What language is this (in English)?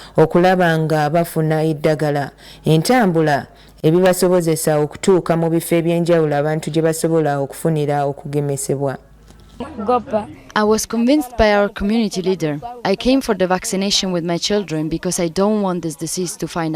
Ganda